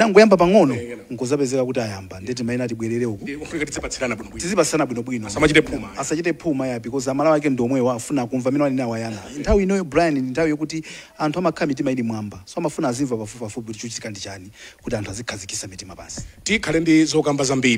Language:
Nyanja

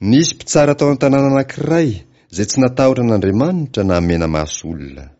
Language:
Malagasy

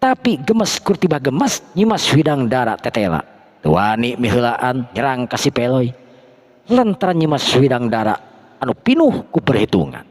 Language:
Sundanese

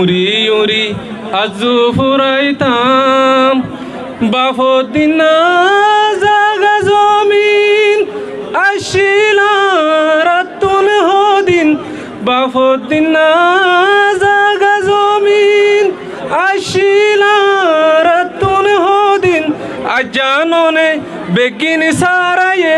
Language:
Rohingya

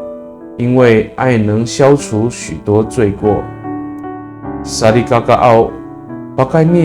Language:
Amis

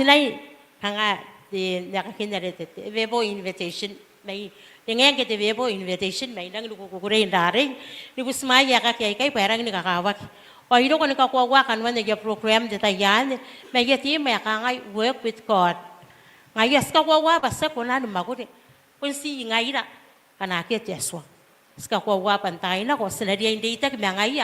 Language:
Gilbertese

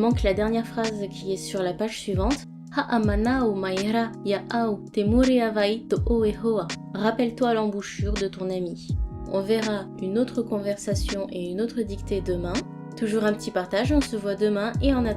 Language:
Tahitian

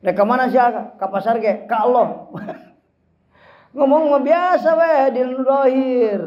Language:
Sundanese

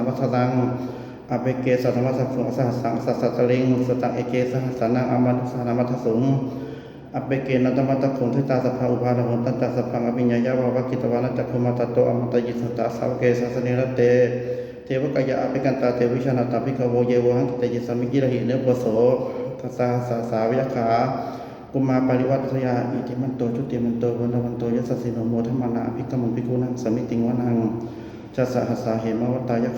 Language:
Pali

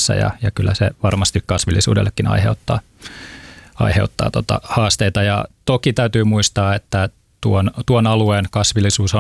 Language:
Finnish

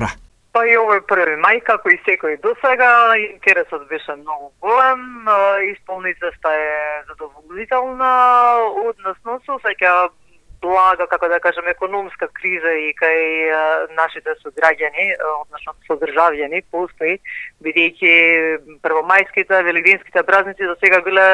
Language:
Macedonian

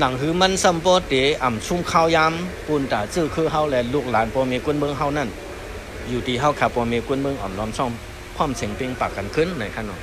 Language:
Shan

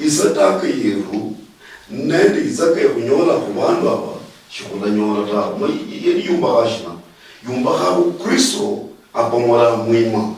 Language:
Luyia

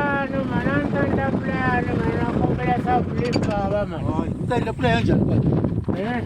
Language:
Tsonga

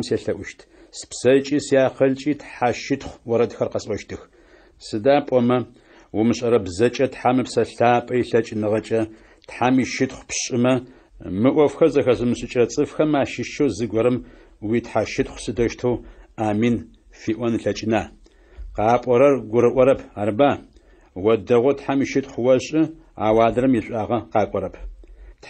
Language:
Adyghe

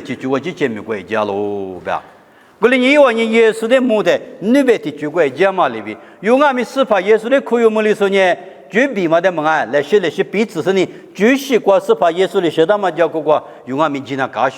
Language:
Lisu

